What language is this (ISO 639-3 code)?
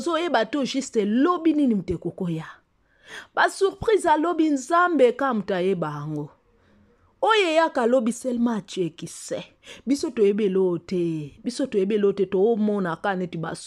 lin